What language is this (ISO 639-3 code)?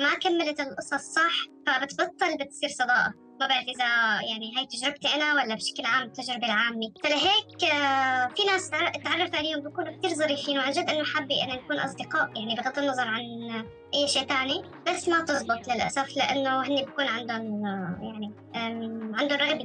apc